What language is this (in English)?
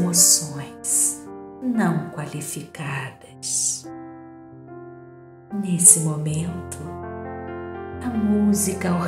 Portuguese